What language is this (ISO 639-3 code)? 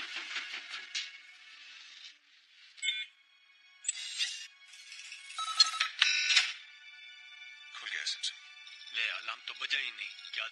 hin